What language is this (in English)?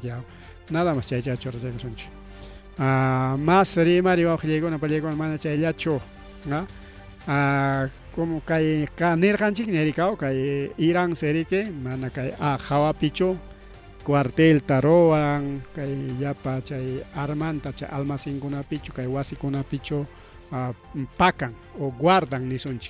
Ayacucho Quechua